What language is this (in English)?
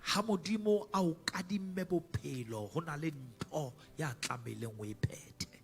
Southern Sotho